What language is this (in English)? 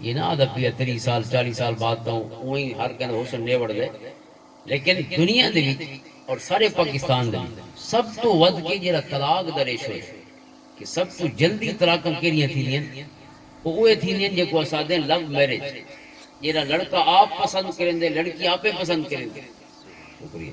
Western Panjabi